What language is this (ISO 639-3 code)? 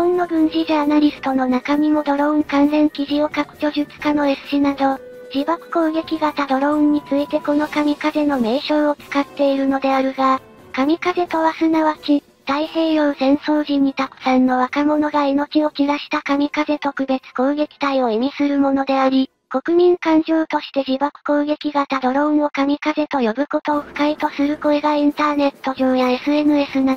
jpn